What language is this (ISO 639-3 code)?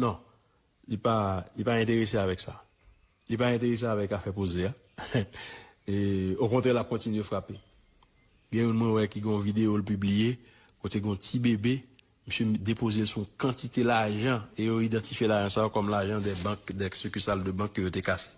hat